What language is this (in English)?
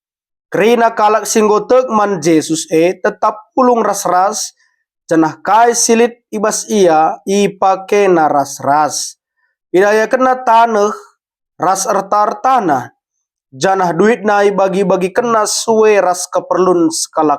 Batak Karo